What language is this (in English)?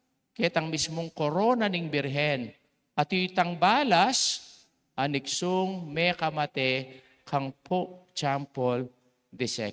Pampanga